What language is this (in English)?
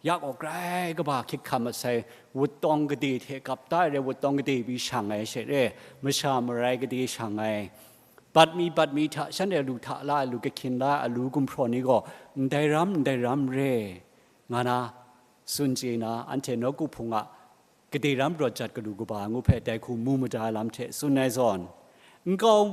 Kachin